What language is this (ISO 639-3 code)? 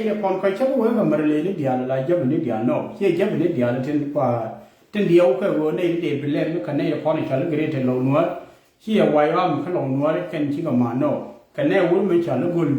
nus